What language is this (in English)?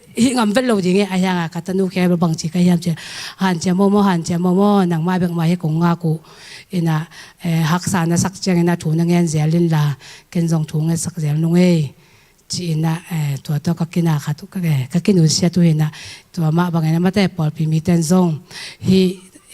Tedim Chin